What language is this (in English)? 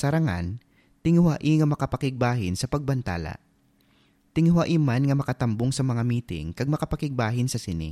Hiligaynon